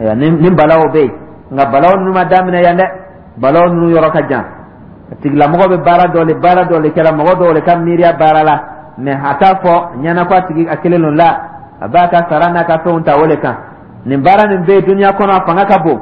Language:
Dyula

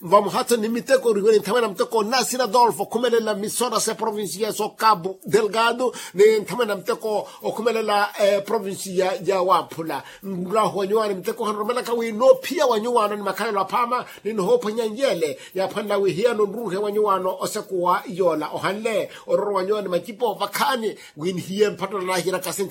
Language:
Makhuwa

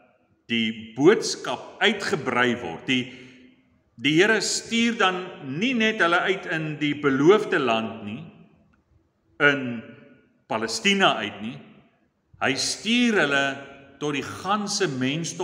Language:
Afrikaans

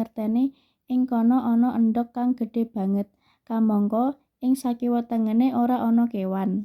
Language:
Javanese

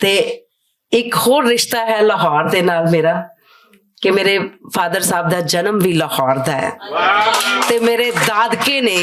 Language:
Western Panjabi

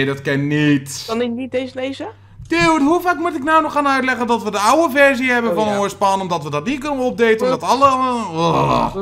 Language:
Dutch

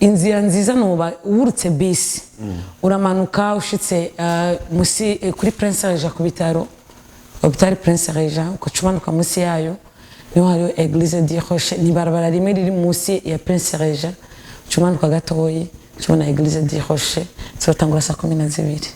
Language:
Rundi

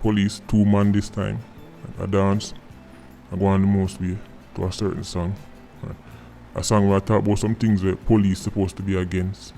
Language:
Jamaican Creole English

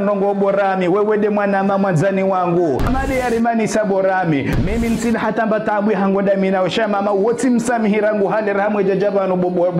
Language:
Ngazidja Comorian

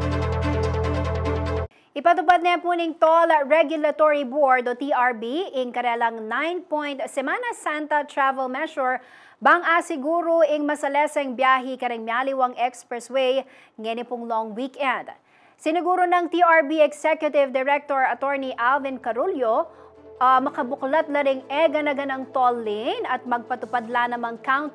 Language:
Pampanga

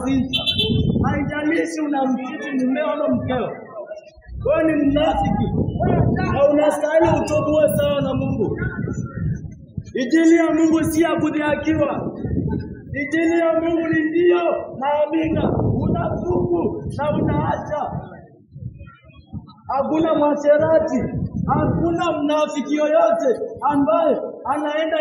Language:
Swahili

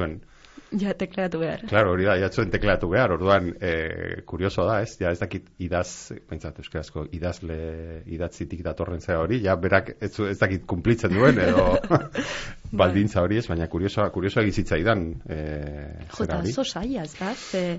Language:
Basque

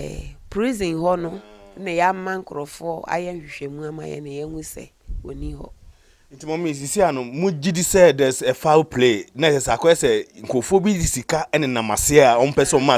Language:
Akan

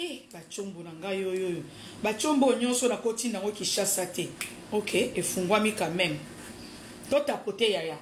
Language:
Lingala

